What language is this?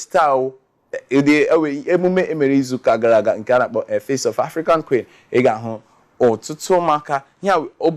Igbo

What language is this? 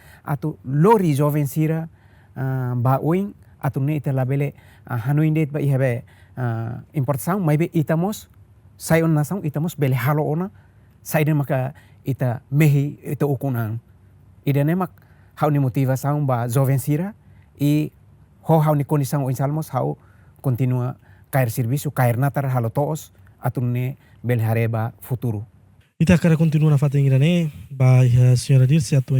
Tetum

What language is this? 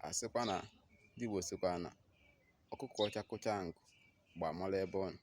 Igbo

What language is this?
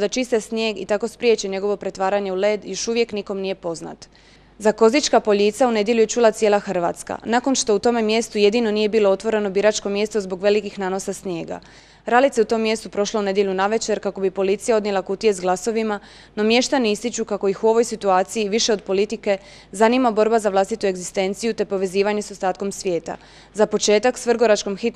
Croatian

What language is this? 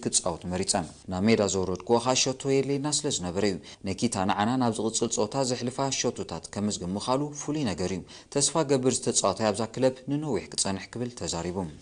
Tigrinya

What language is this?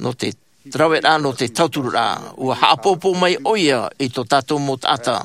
Tahitian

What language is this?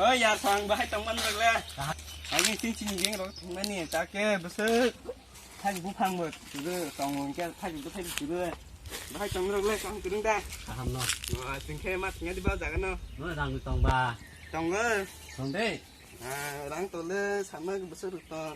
Kok Borok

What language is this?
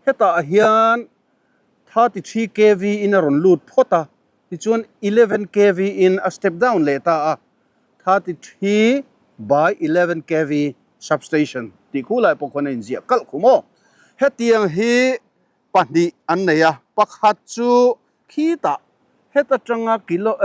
Mizo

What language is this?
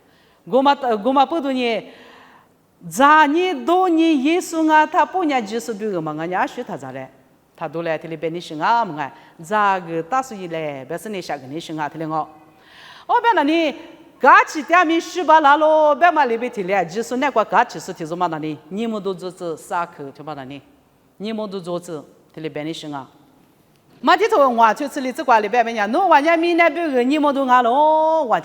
Lisu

